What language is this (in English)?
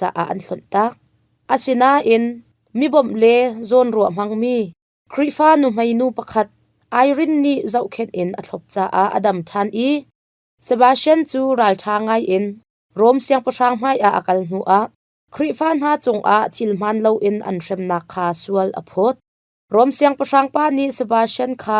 Hakha Chin